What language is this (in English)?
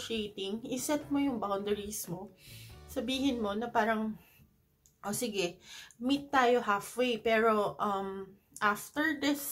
Filipino